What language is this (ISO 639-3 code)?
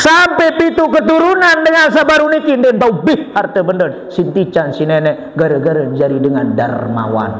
sas